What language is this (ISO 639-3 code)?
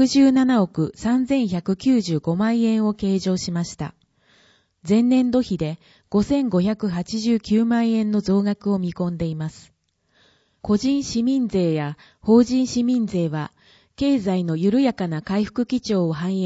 jpn